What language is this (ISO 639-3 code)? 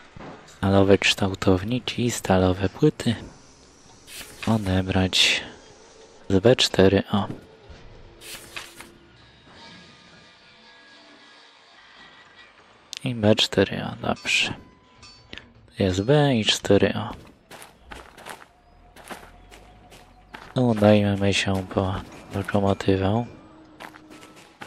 pol